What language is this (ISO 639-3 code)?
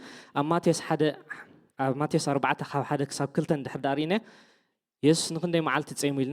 tir